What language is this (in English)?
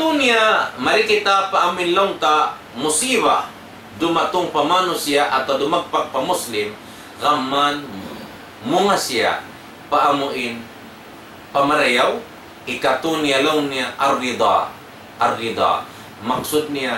Tausug